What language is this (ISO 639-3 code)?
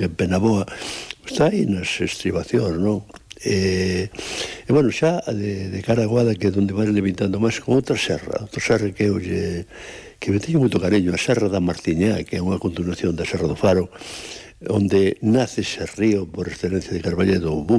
glg